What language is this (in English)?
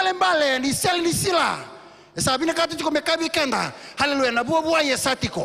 Fijian